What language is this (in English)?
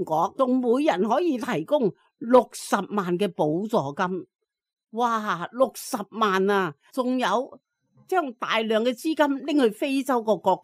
Cantonese